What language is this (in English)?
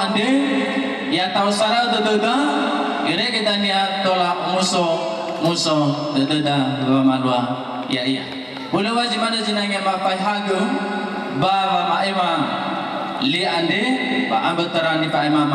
Nias